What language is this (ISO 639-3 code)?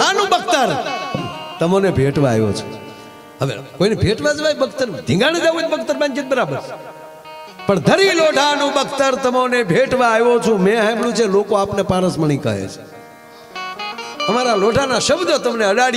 guj